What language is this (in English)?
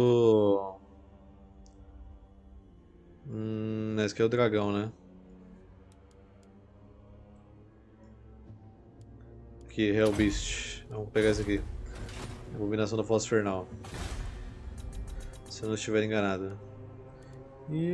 Portuguese